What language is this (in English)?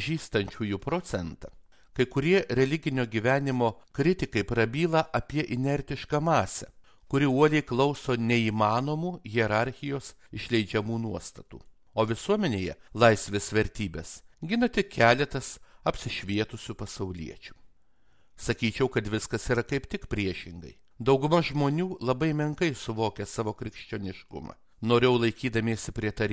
Lithuanian